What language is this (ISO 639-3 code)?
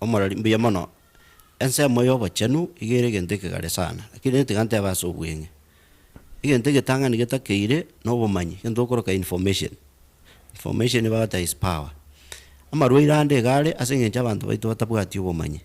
guz